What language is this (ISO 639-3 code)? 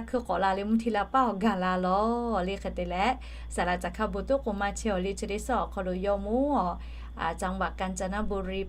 lhu